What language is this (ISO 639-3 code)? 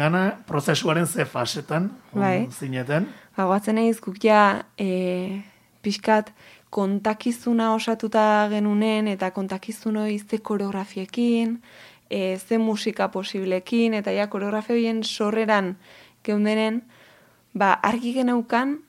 eus